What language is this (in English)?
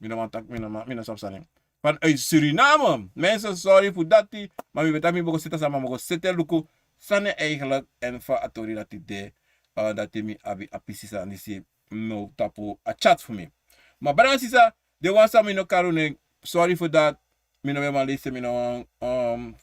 Sranan Tongo